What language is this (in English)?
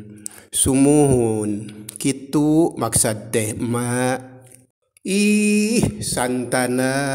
Sundanese